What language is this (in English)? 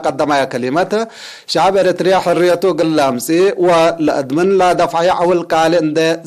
Tigre